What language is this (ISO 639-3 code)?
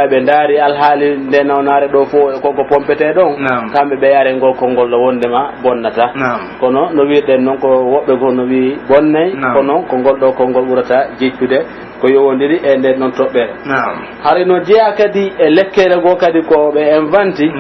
fuf